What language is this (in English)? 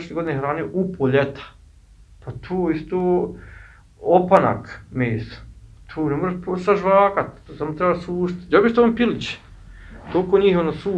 Bosnian